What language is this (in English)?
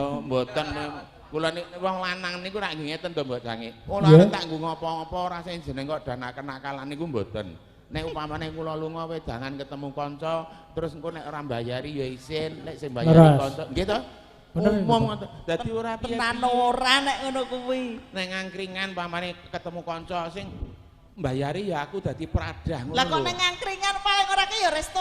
Javanese